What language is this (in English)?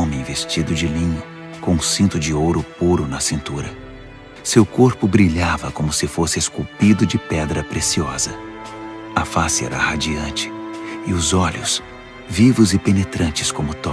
Portuguese